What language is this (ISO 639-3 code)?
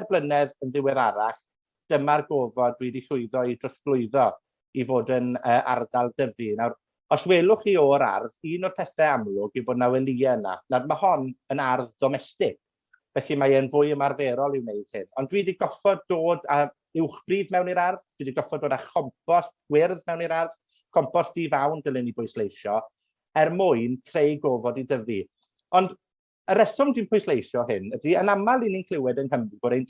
cym